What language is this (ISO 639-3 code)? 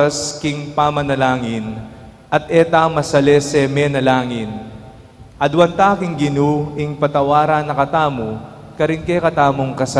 pam